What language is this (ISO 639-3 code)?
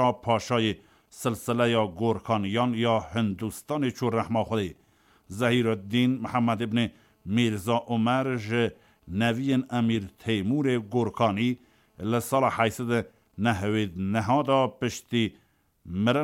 kur